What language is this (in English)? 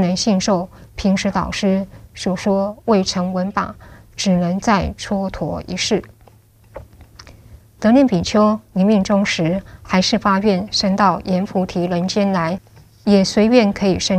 Chinese